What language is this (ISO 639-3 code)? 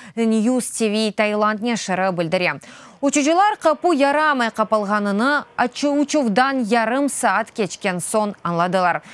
crh